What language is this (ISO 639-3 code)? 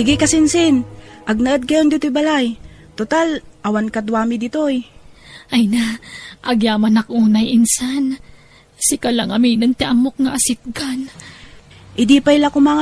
ilo